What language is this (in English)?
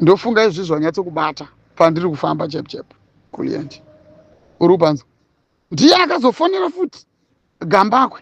Shona